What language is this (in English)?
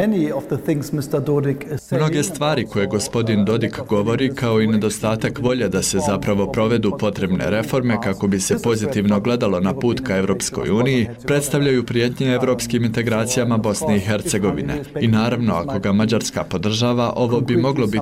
Bosnian